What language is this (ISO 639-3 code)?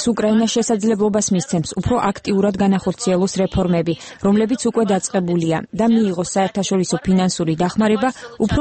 kat